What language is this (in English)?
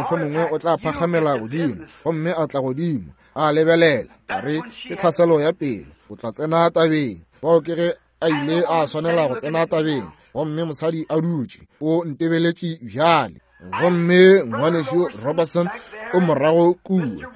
Northern Sotho